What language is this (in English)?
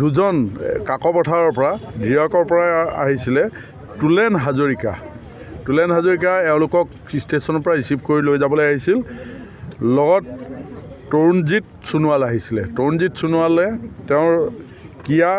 Assamese